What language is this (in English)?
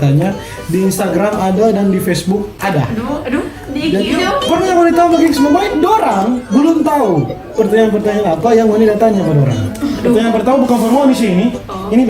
Manado Malay